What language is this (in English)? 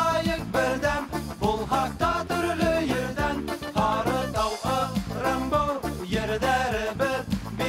Bashkir